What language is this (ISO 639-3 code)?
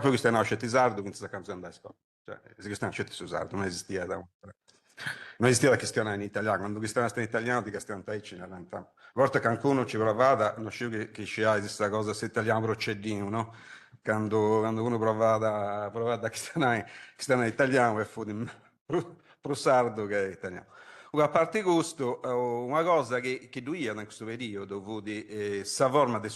srd